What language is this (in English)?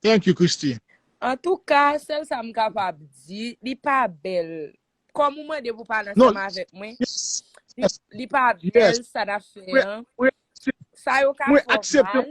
Haitian Creole